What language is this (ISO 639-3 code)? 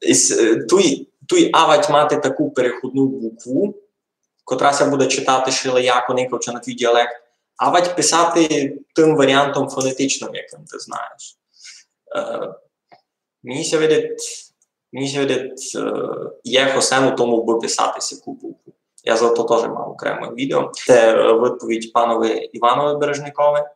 rue